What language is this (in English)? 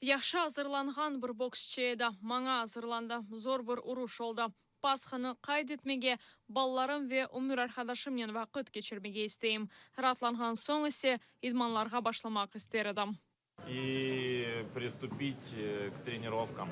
Crimean Tatar